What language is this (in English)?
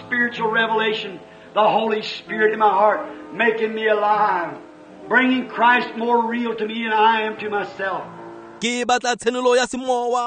Tswana